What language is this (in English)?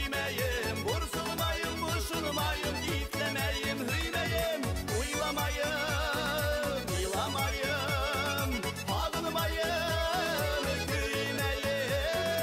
Bashkir